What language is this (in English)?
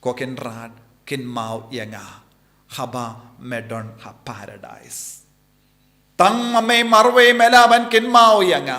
Khasi